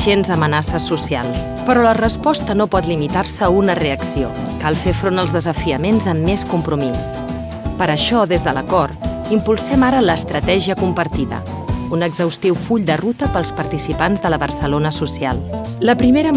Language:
Catalan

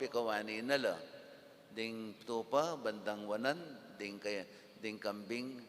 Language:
Pampanga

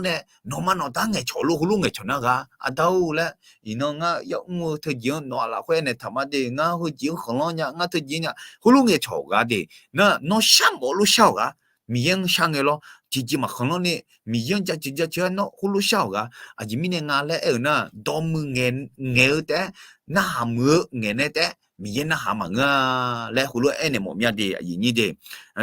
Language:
Akha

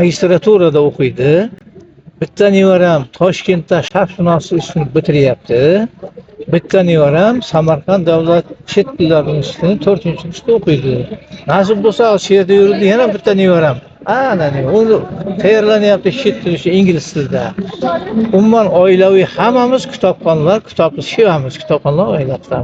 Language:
Uzbek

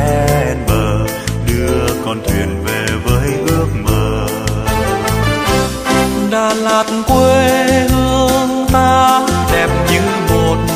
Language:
Vietnamese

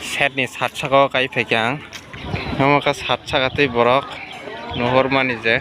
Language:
Kok Borok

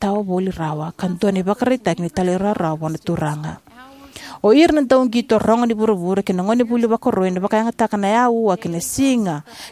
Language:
Fijian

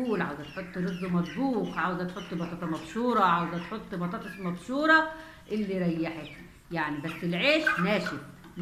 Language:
Egyptian Arabic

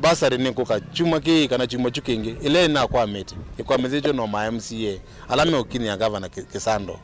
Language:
Kamba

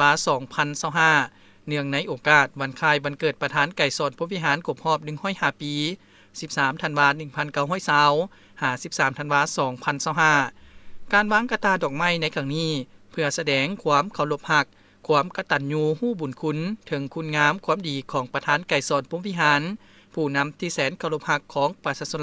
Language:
Lao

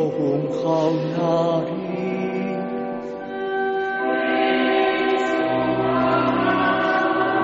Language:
Basque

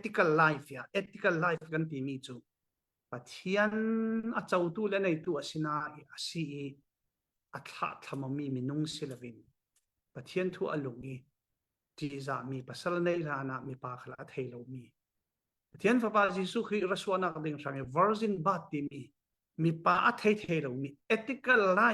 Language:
Falam Chin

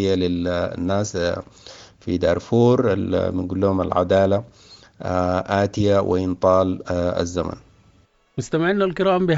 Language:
Sudanese Arabic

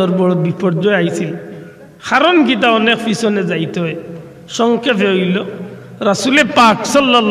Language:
Sylheti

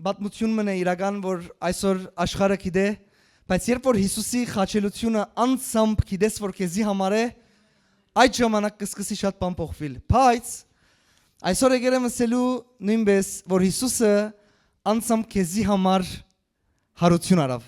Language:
Western Armenian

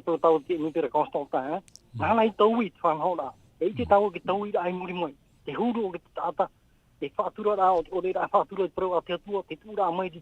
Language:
Tahitian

